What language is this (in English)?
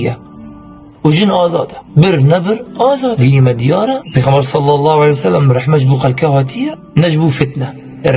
Kurdish